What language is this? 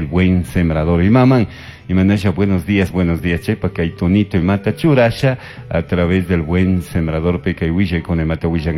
Chimborazo Highland Quichua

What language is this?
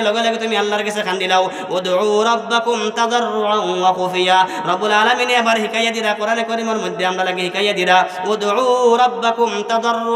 Sylheti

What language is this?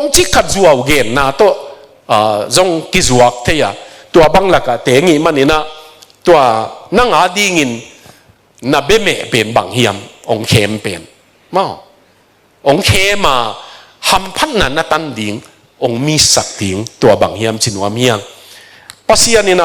Tedim Chin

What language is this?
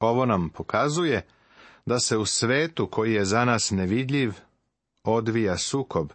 Serbian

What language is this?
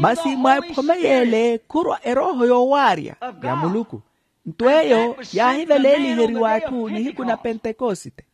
Makhuwa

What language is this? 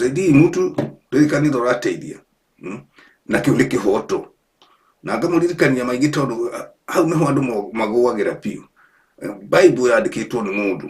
Kikuyu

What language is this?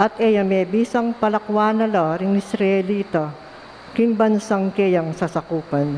Pampanga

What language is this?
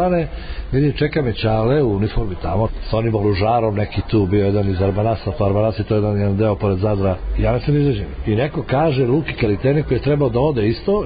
Serbian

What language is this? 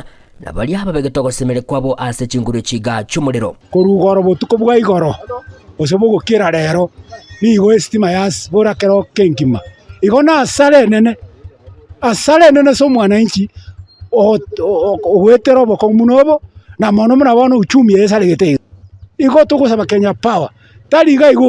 Gusii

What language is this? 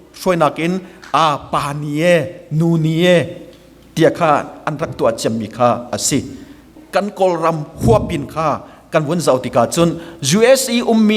Hakha Chin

